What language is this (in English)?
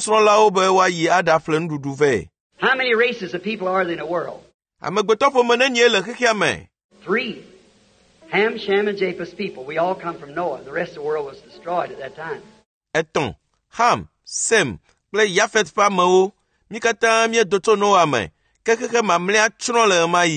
Ewe